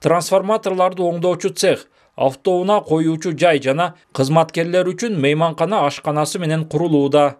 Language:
Kyrgyz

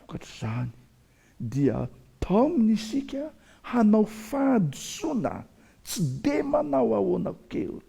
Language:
Malagasy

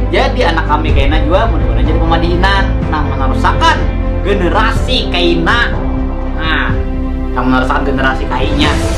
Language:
Banjar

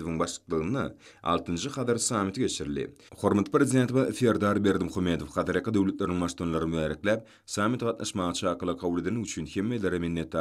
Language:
Turkmen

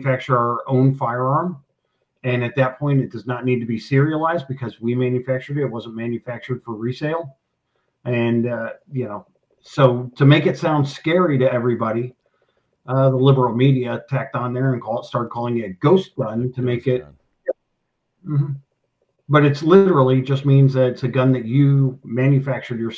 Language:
English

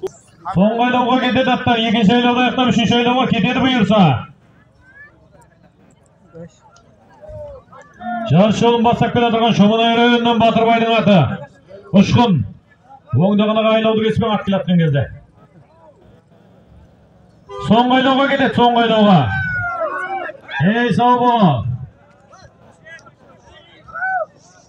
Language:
Kazakh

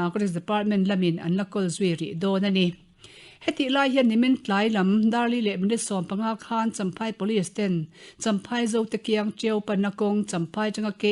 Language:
Mizo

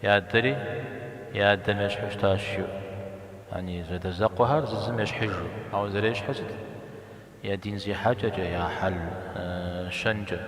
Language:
Kabardian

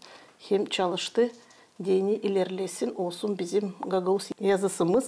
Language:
Gagauz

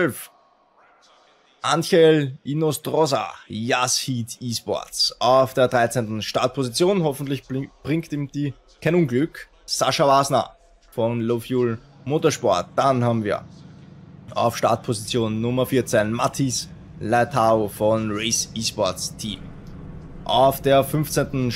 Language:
German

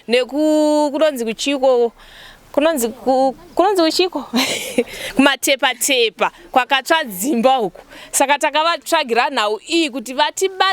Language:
Shona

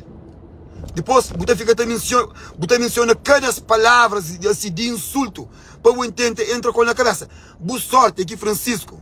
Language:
Kabuverdianu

